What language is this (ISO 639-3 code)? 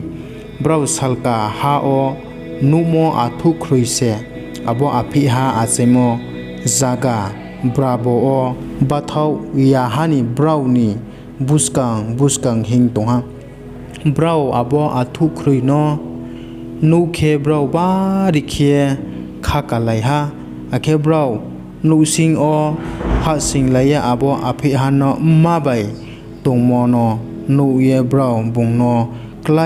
ria